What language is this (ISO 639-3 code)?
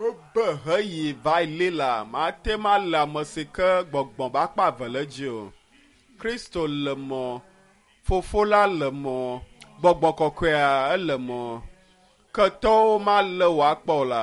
ewe